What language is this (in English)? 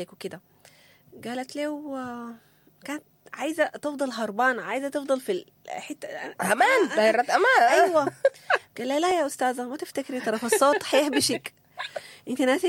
Sudanese Arabic